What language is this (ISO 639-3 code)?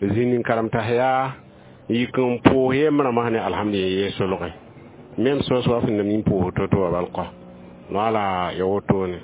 mos